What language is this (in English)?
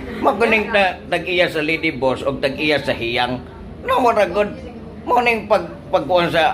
Cebuano